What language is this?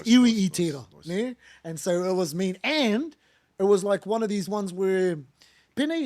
Māori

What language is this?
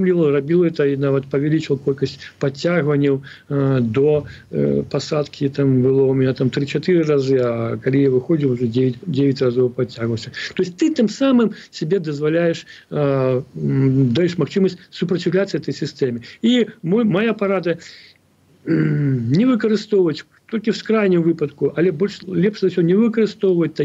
Belarusian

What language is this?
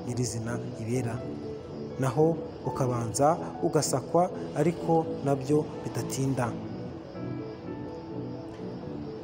Kinyarwanda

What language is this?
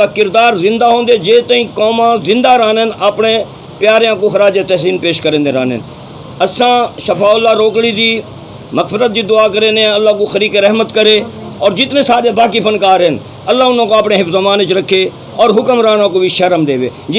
Saraiki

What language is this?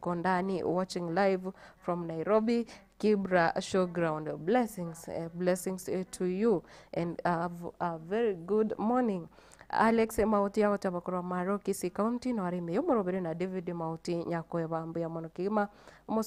Gusii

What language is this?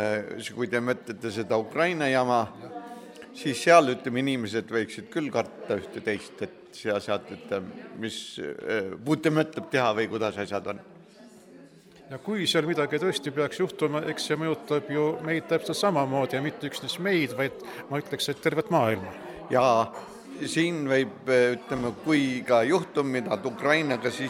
Estonian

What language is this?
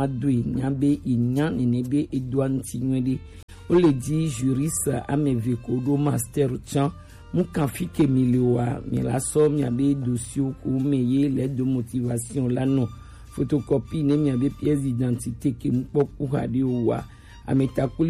Gen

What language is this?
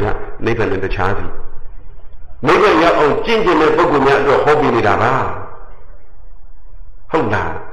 Burmese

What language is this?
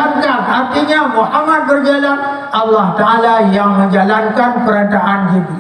Achinese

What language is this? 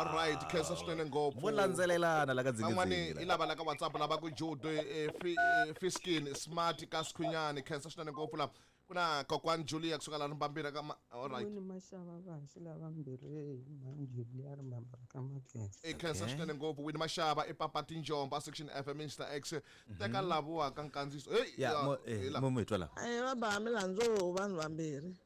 Tsonga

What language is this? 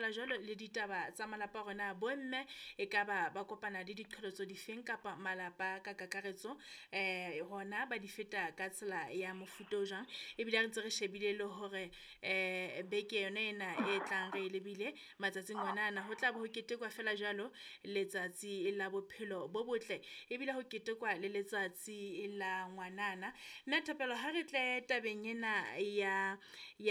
Southern Sotho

